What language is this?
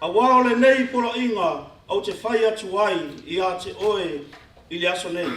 Samoan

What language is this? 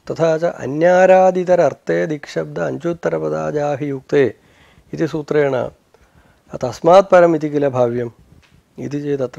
Sanskrit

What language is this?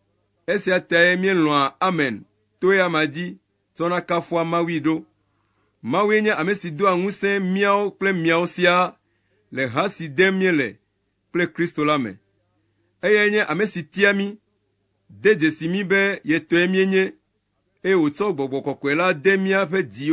Ewe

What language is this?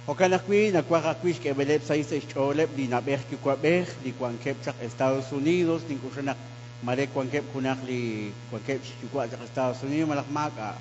Kekchí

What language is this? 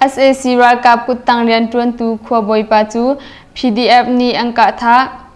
Hakha Chin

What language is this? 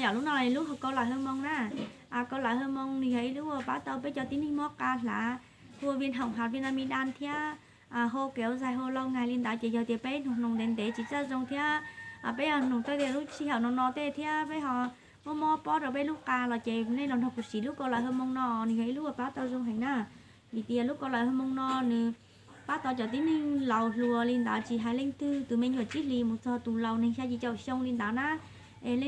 Hmong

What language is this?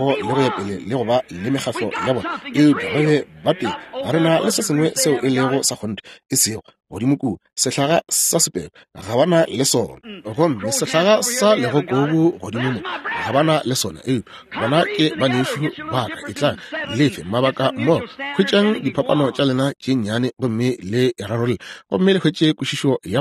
Northern Sotho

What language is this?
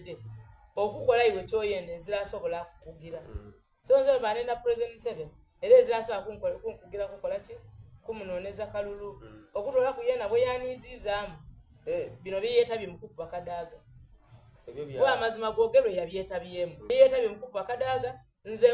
Soga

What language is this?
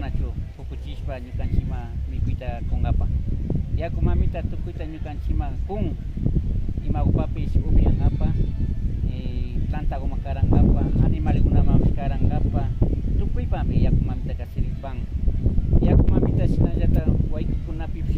Imbabura Highland Quichua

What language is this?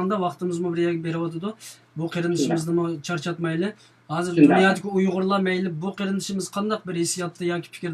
Uyghur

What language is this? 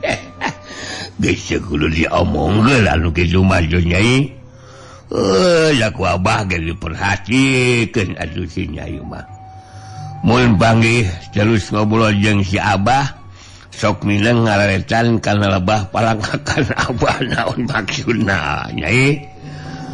Sundanese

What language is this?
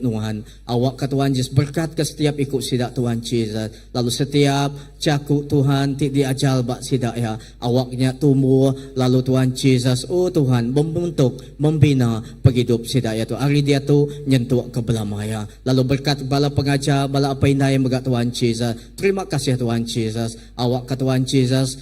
Iban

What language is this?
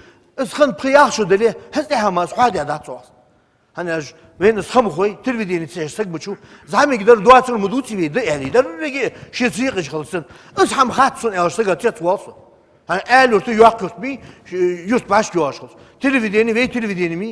Ingush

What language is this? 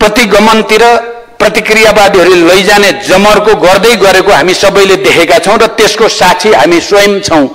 Nepali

